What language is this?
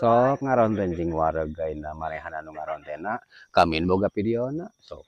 Sundanese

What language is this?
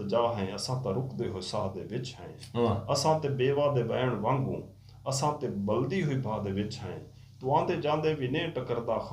Saraiki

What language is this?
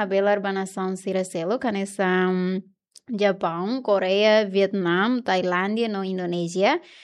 Tetum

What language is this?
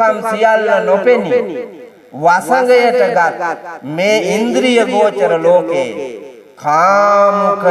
Sinhala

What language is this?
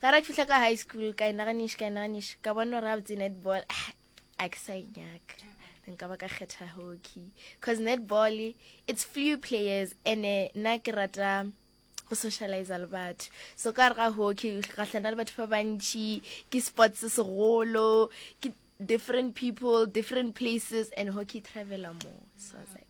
Northern Sotho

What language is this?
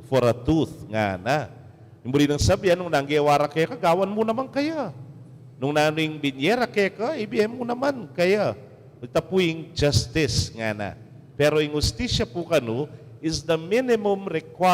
Pampanga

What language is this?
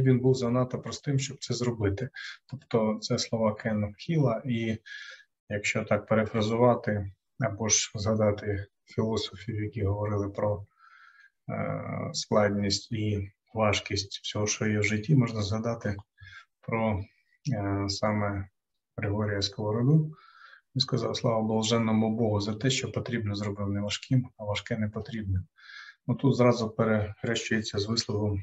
Ukrainian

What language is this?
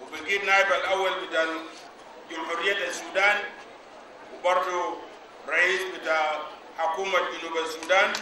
Sudanese Arabic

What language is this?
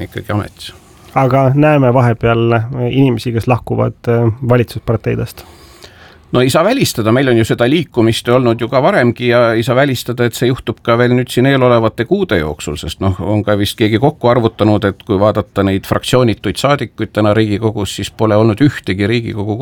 Estonian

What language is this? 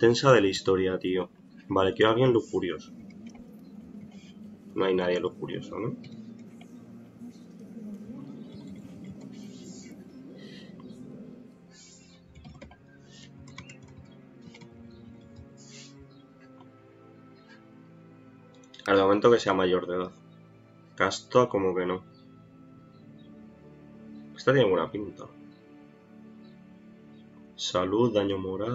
Spanish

